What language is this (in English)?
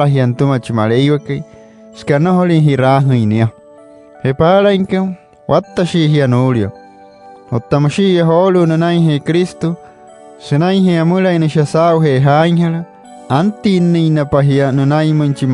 Wayuu